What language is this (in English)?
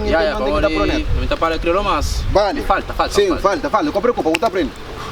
Kabuverdianu